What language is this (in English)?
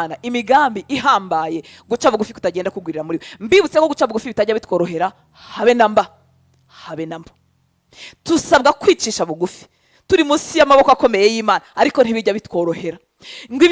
Kinyarwanda